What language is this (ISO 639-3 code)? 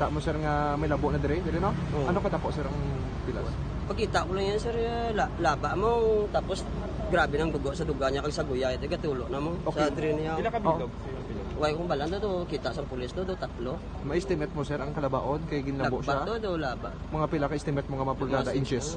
hil